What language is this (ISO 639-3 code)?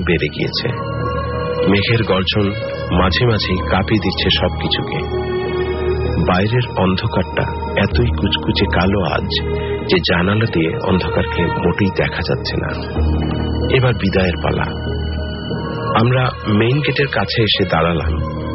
ben